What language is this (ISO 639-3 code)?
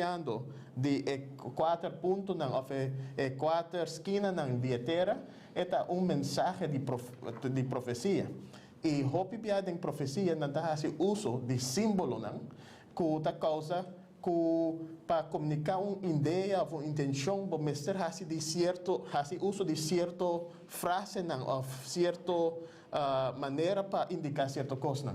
pap